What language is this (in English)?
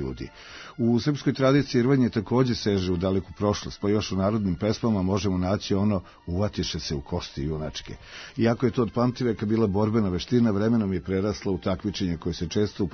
Serbian